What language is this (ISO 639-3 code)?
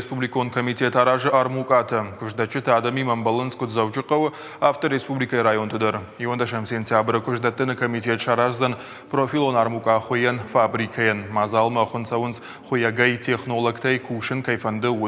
oss